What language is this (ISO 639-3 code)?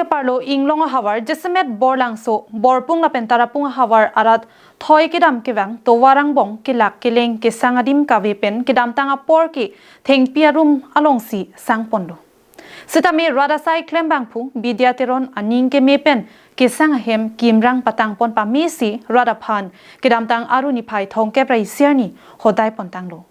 mjw